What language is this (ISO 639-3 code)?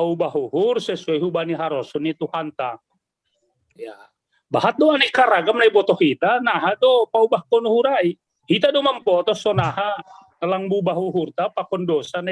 bts